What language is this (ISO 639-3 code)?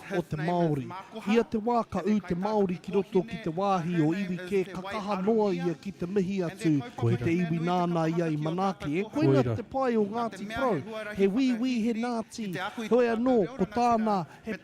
mri